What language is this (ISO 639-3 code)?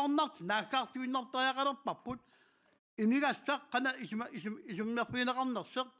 kal